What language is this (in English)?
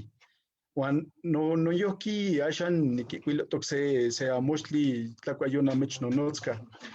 Eastern Huasteca Nahuatl